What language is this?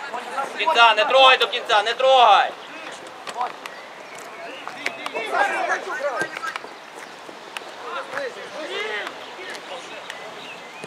Ukrainian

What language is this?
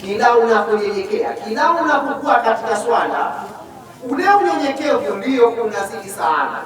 Swahili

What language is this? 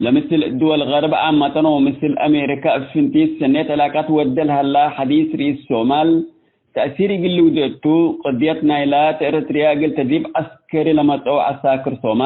Tigre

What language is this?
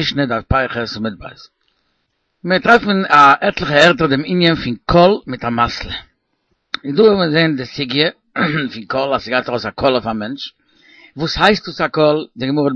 Yiddish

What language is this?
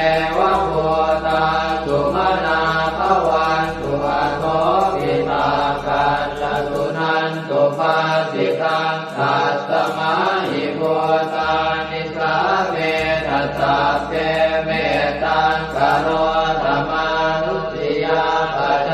Pali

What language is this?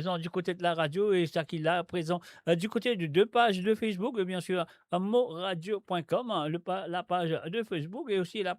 Morisyen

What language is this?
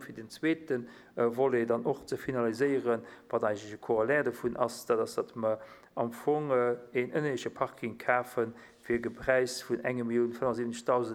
Luxembourgish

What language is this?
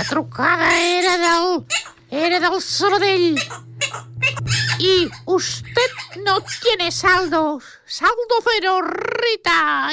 Catalan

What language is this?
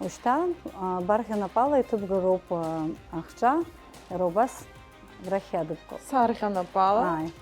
Abkhazian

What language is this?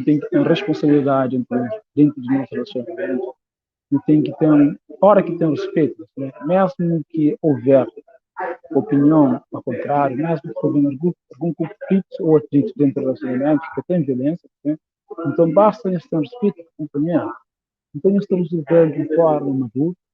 Kabuverdianu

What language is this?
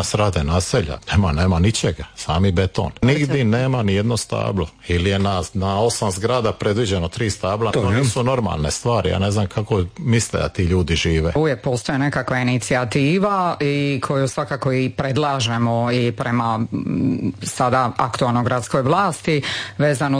Croatian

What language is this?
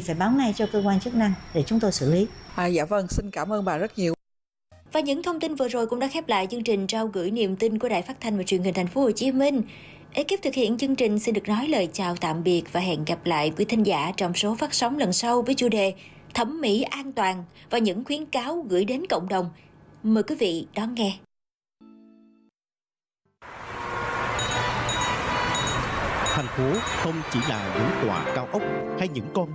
Vietnamese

